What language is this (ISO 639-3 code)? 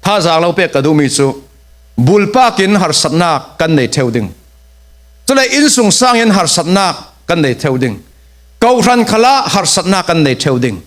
cfm